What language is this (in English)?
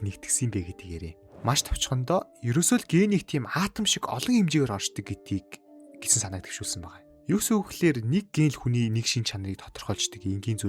Mongolian